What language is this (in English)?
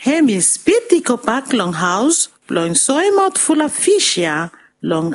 Bislama